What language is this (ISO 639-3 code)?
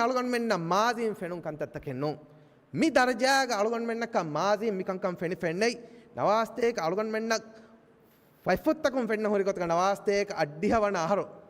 div